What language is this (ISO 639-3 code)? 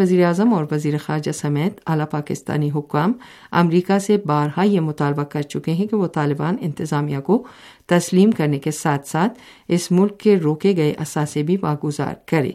urd